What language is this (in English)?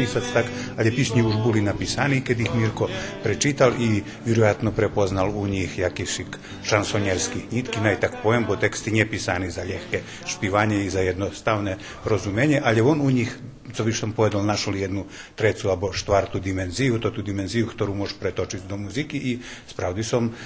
Rusyn